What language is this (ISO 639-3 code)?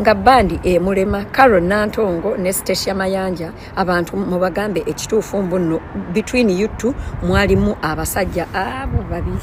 lug